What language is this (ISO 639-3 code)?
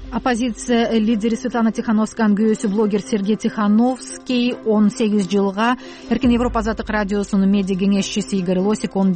kir